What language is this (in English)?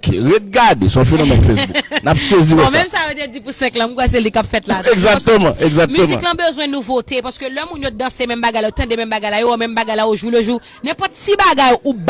Haitian Creole